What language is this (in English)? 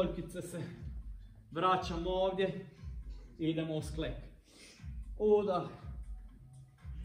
Croatian